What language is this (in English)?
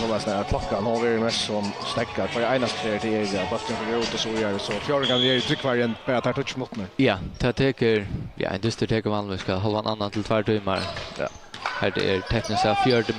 Faroese